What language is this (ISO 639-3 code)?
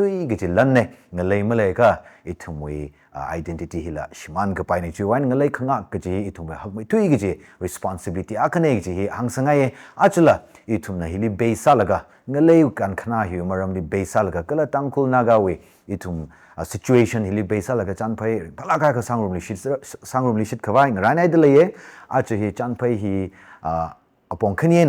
nmf